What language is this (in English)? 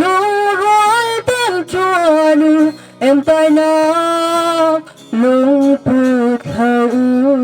Hakha Chin